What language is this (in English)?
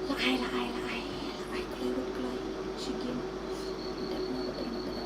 Khasi